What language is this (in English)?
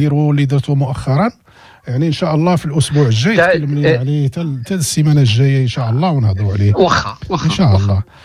Moroccan Arabic